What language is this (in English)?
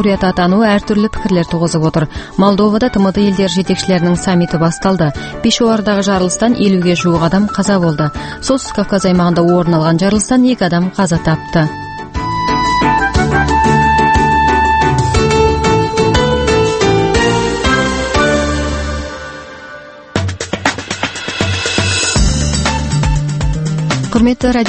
Kazakh